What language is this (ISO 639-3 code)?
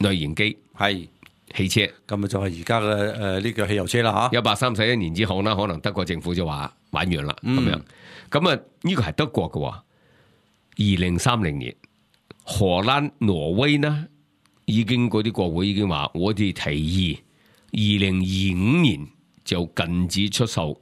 yue